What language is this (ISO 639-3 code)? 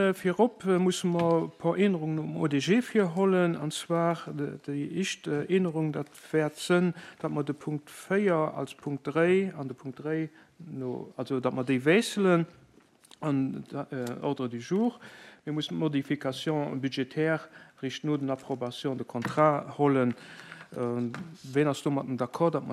ltz